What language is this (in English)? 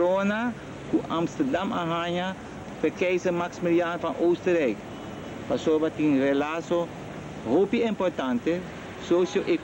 Papiamento